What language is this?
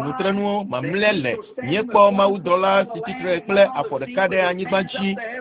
Ewe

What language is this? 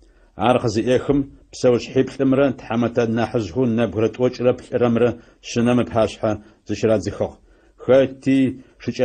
Adyghe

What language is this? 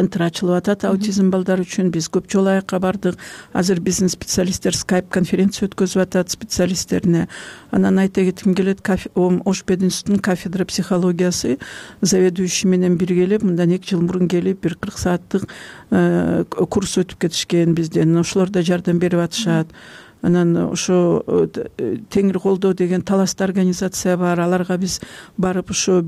Kyrgyz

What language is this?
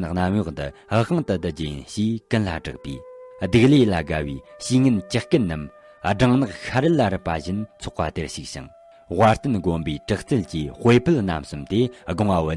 Tibetan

